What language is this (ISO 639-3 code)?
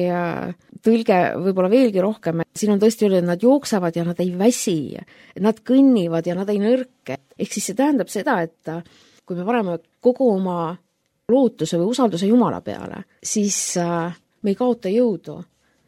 est